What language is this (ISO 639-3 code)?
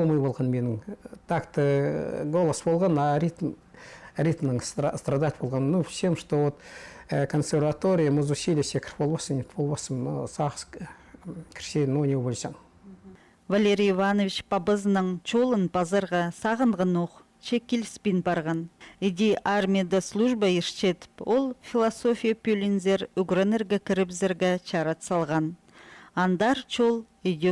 kjh